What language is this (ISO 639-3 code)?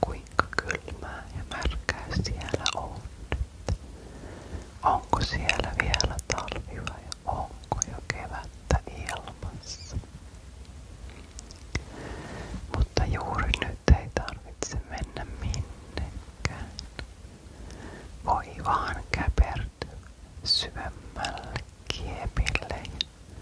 fin